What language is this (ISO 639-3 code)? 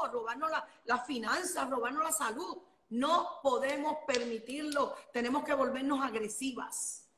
spa